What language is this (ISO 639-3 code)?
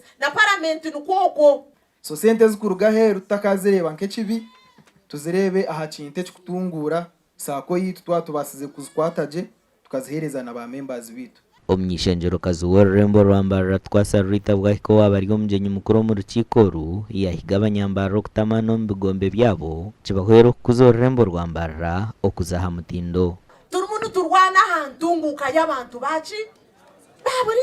nyn